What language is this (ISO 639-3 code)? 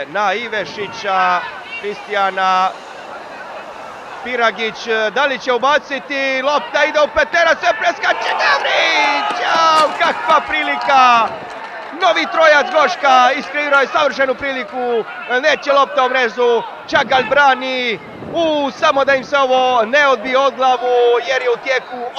hrv